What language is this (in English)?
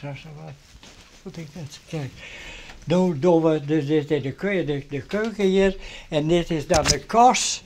Western Frisian